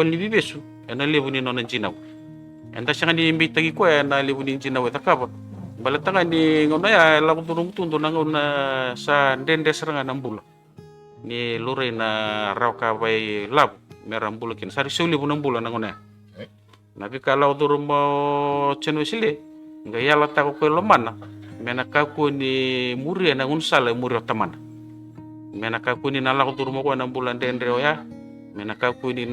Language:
Fijian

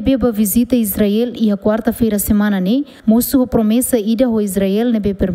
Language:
Tetum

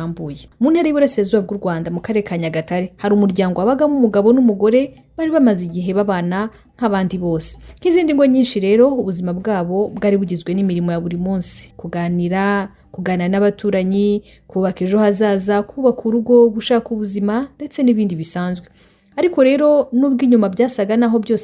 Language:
Kinyarwanda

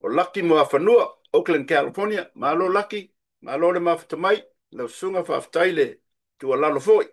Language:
Samoan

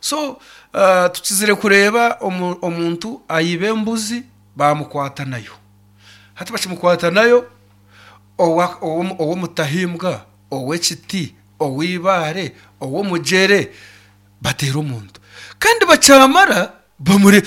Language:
Nyankole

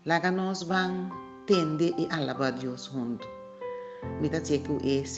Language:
Papiamento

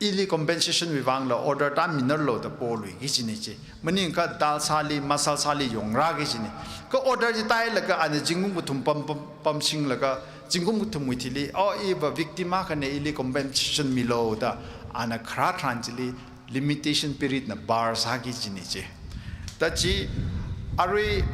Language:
Tangkhul Naga (India)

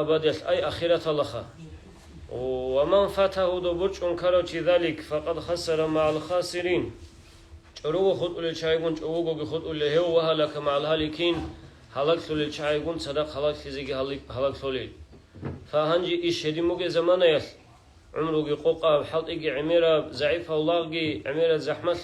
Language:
Avaric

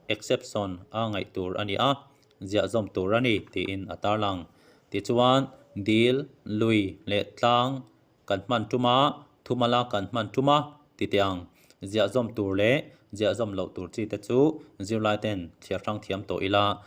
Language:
Mizo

